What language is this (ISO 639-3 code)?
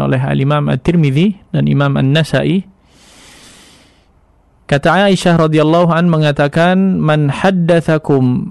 ind